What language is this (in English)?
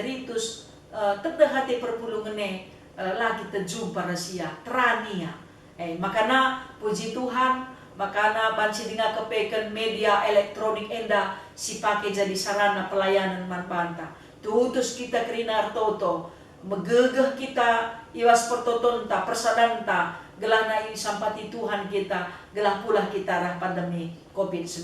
Batak Karo